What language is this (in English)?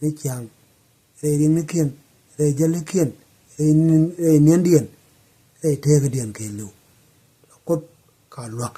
Nuer